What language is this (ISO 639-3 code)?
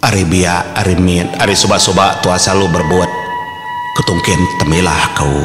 iba